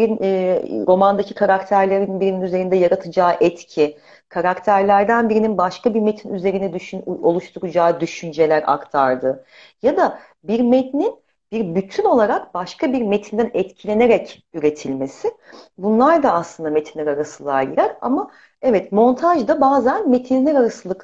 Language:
Turkish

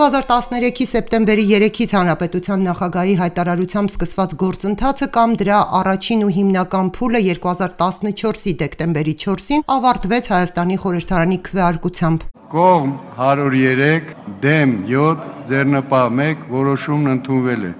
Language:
Armenian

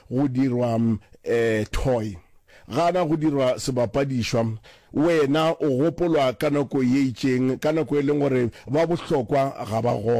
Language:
Northern Sotho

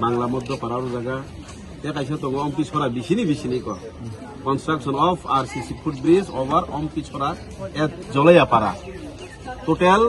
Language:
Kok Borok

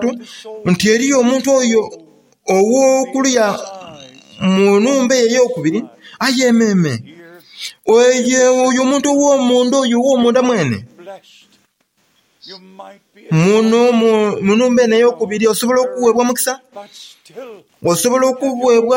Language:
Soga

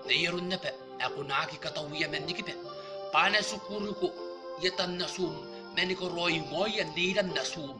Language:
Gilbertese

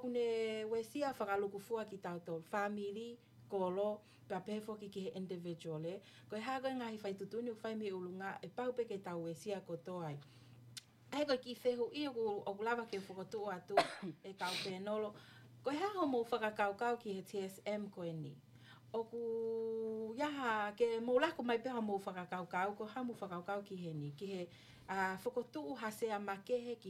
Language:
Tongan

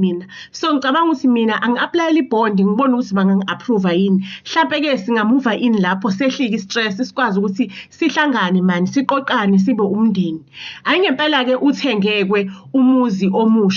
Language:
Zulu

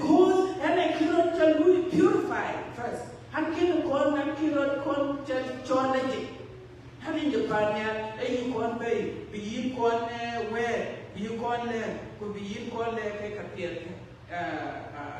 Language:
Dinka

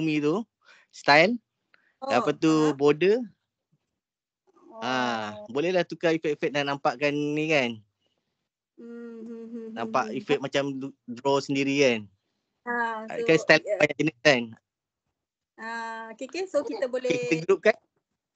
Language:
Malay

